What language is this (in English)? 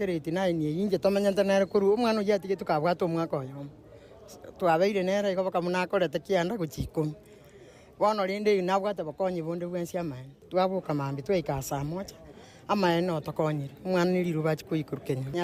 Gusii